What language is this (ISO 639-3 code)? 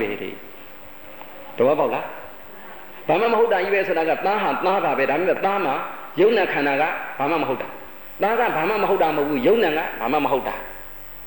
mya